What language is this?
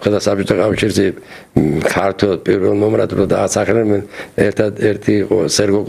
Georgian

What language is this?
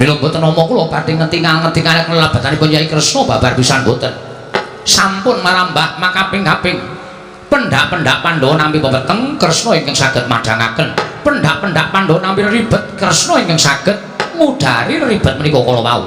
Javanese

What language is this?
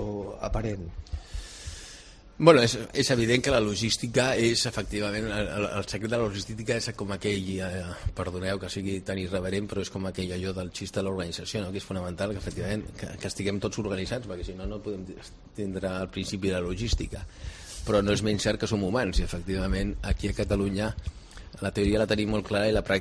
Catalan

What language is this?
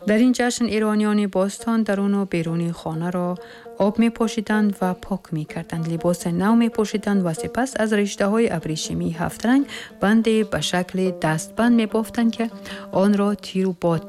Tajik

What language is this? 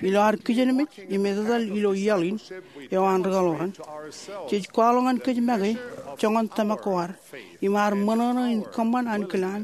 Marshallese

